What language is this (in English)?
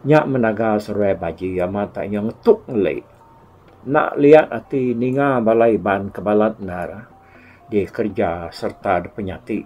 Iban